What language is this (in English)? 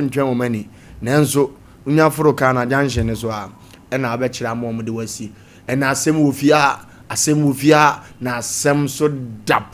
Akan